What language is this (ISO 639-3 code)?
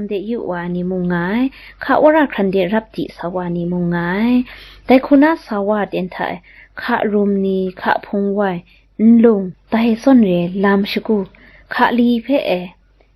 kac